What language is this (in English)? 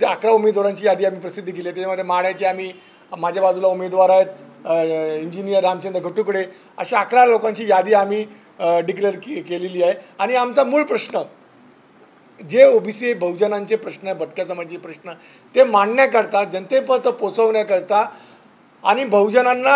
Marathi